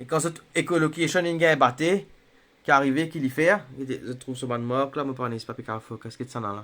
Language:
Morisyen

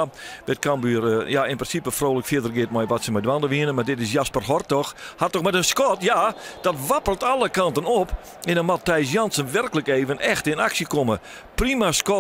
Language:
Western Frisian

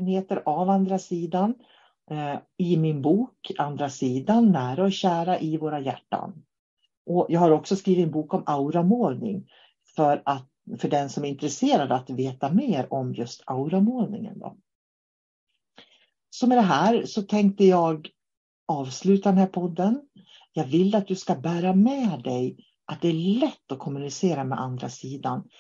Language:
Swedish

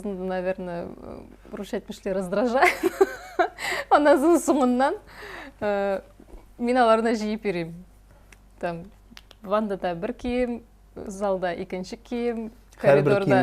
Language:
Tatar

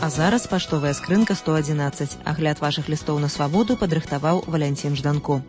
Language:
Belarusian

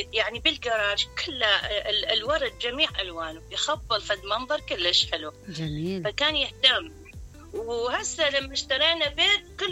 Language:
Mesopotamian Arabic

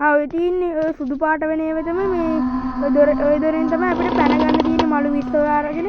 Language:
Sinhala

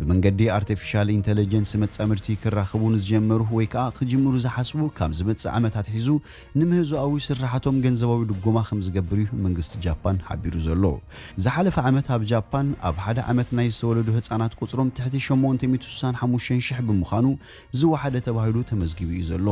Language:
Tigrinya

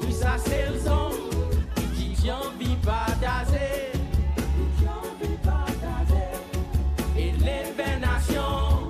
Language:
Seselwa Creole French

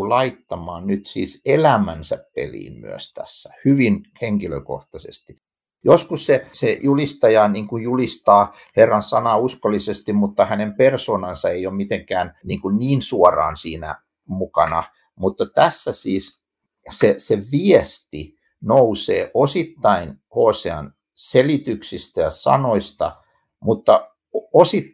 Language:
Finnish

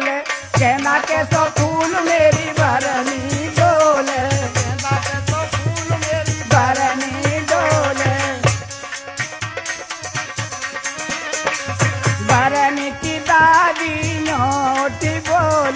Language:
Braj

